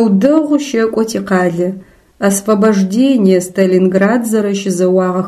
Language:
Adyghe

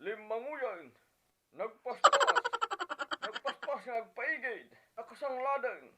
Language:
Iloko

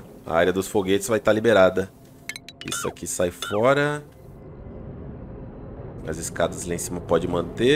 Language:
Portuguese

